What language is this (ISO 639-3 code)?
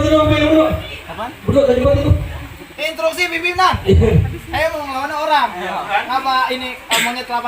bew